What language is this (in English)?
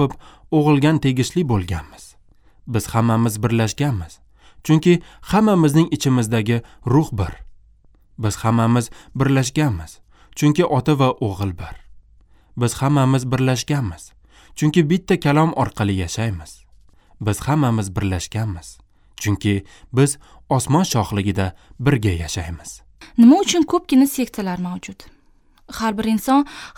Uzbek